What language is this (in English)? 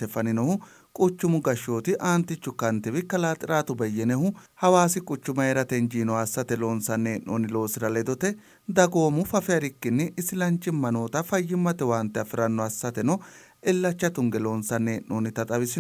Sidamo